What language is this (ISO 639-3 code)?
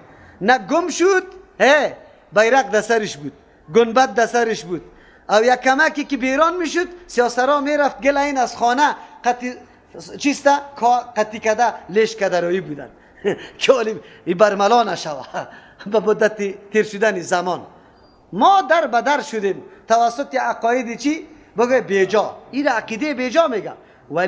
fas